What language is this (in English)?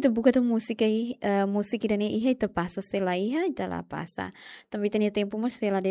Tetum